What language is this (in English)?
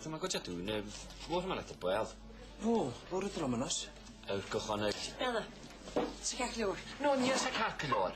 Irish